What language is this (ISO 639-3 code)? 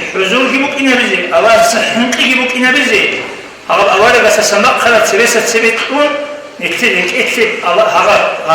ava